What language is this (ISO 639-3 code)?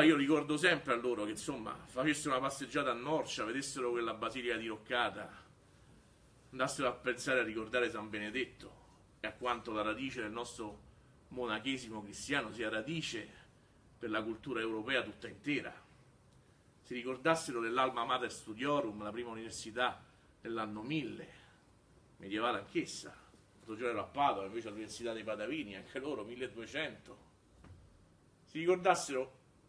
ita